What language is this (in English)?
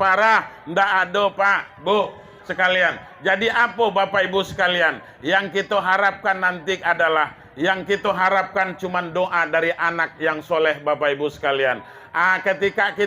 Minangkabau